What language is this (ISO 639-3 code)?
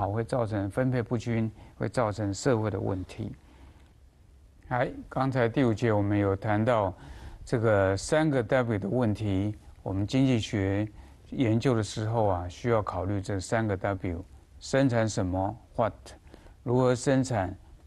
zho